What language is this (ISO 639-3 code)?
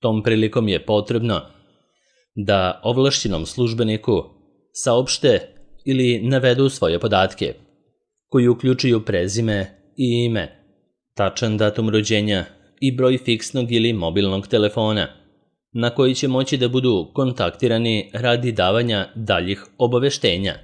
srp